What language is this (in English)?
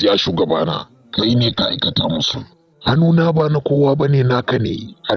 Hausa